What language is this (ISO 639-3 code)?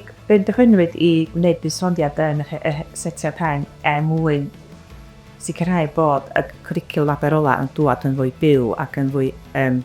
cym